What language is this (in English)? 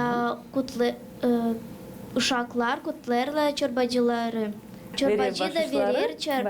Gagauz